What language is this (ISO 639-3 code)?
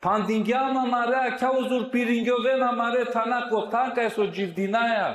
rmn